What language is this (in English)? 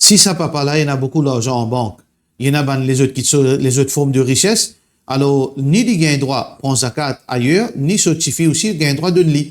Morisyen